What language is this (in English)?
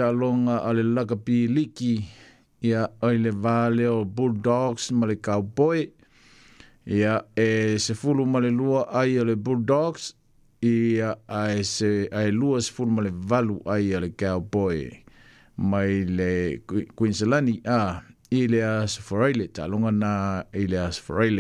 Samoan